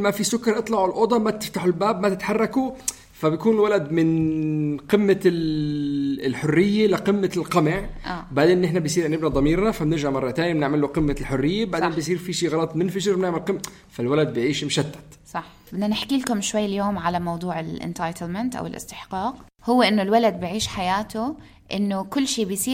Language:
North Levantine Arabic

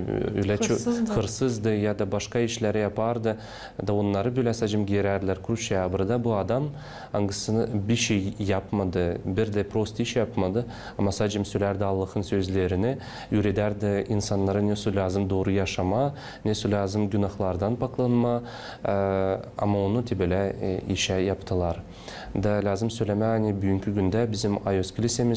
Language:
Gagauz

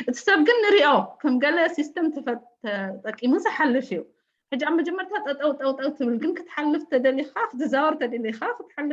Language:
Tigrinya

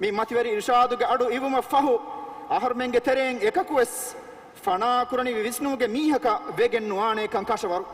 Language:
Divehi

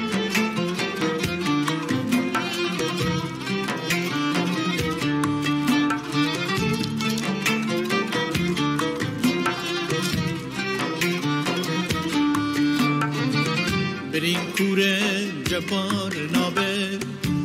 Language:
Kurdish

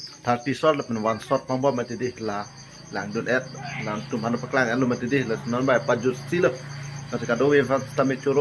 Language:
Karbi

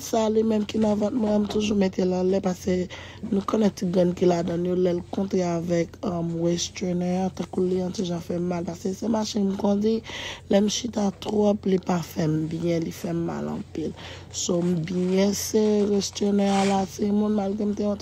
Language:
Haitian Creole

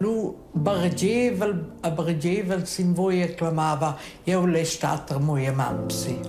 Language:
Romansh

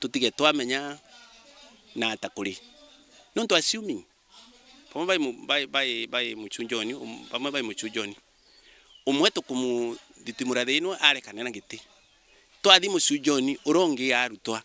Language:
Meru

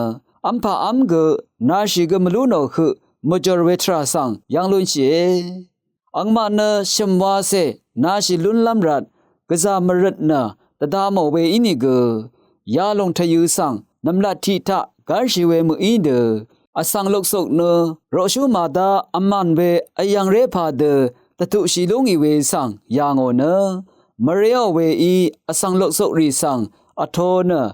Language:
Rawang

